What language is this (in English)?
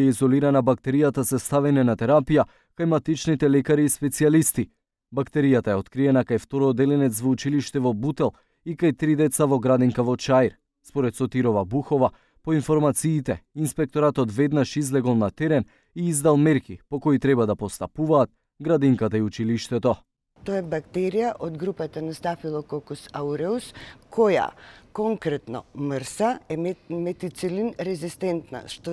Macedonian